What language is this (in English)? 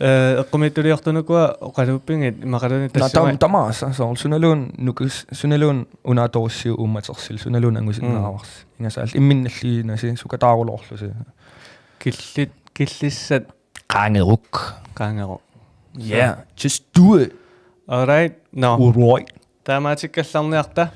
Kalaallisut